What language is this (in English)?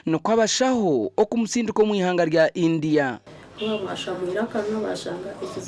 Nyankole